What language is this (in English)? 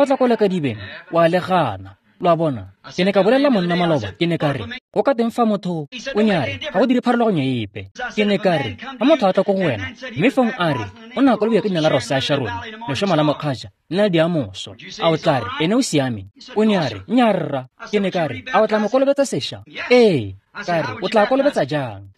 Tswana